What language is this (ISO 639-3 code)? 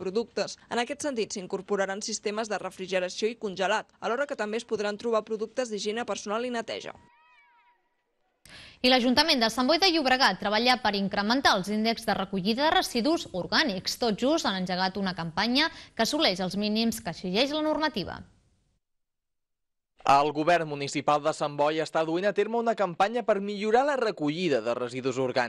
cat